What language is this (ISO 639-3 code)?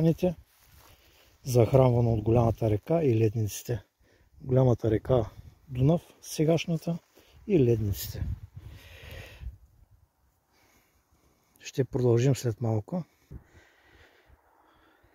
bul